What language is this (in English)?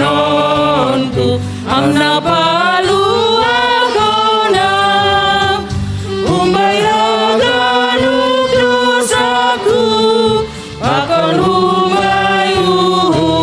Batak Simalungun